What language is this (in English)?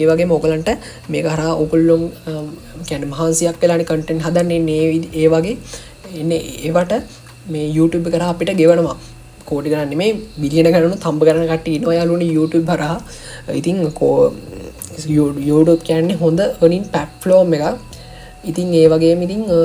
Sinhala